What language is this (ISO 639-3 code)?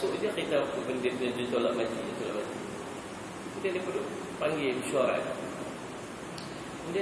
msa